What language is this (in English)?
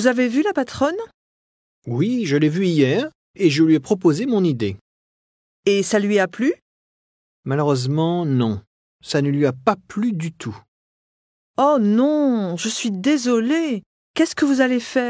French